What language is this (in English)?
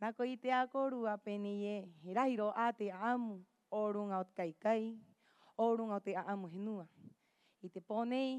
Rapanui